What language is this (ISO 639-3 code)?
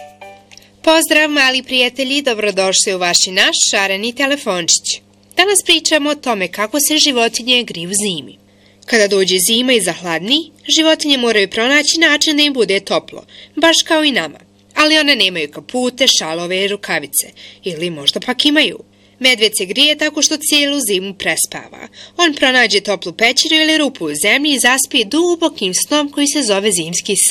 bos